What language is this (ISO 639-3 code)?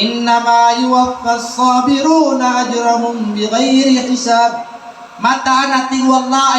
mrw